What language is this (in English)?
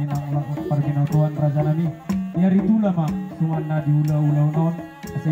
Batak Toba